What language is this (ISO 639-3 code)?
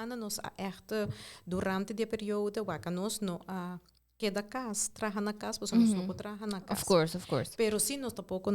pap